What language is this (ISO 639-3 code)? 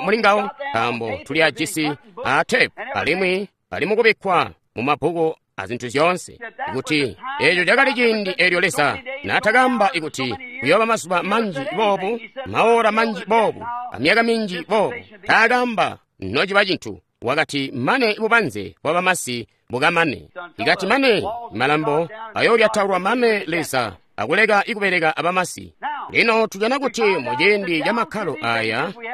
toi